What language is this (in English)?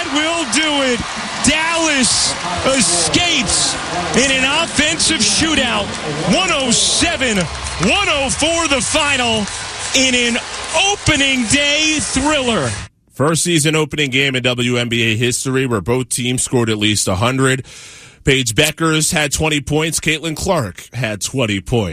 English